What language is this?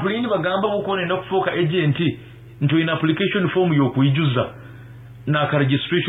Nyankole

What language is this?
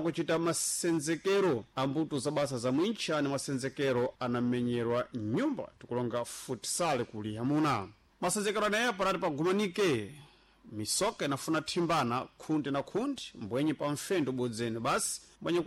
Sena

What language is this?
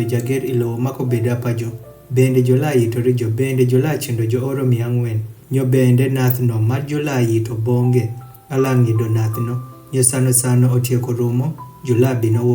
Adhola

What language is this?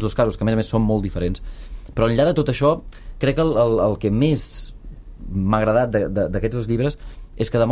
Catalan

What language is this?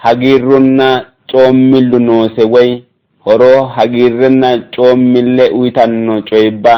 Sidamo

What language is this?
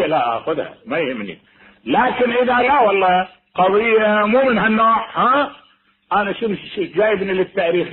Mesopotamian Arabic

